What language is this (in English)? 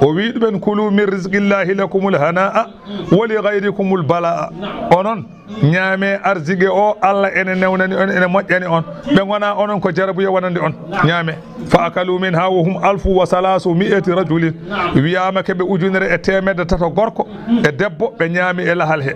Fula